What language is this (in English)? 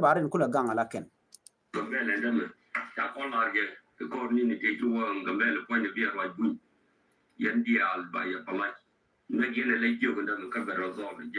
Nuer